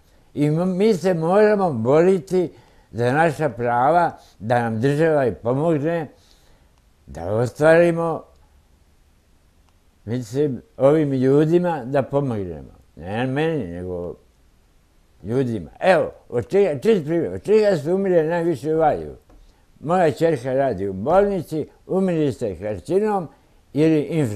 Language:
Serbian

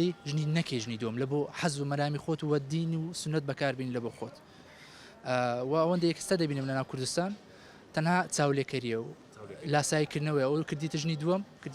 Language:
Central Kurdish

